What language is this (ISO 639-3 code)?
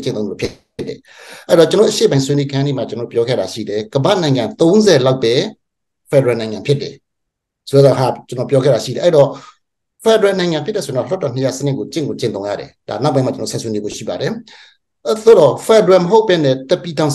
mya